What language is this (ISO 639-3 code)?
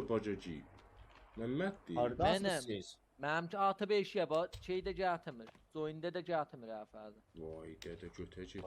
azb